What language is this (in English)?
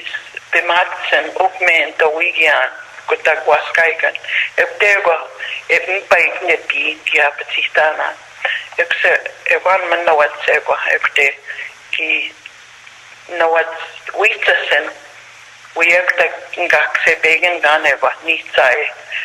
Plains Cree